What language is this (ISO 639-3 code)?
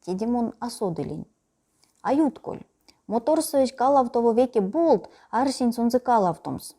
myv